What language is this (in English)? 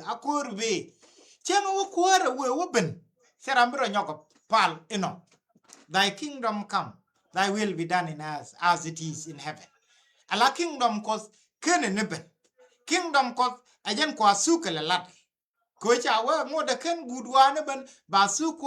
Nuer